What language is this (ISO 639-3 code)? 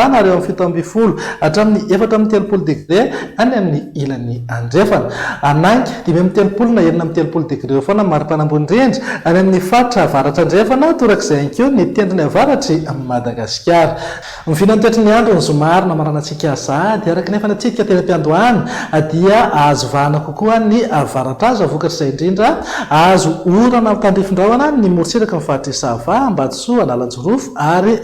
mlg